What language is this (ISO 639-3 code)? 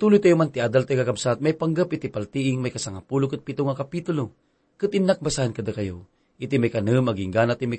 ilo